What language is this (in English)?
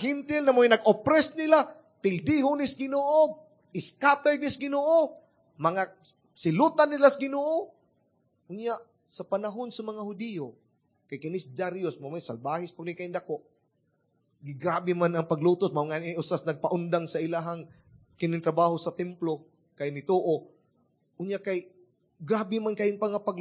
Cebuano